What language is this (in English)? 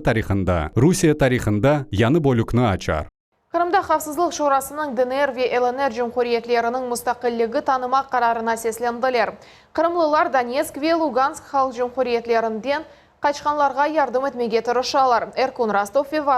Crimean Tatar